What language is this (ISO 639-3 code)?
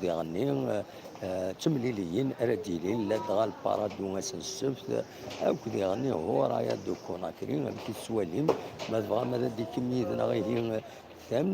kab